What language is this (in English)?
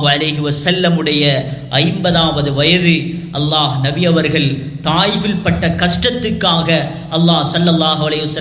Tamil